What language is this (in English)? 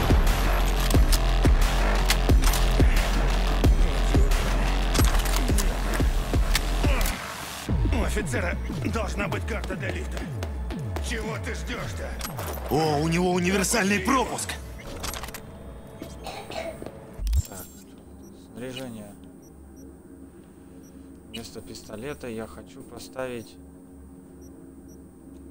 Russian